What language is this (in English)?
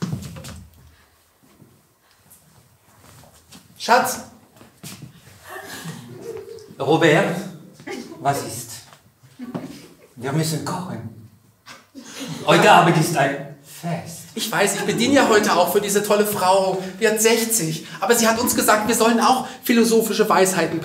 German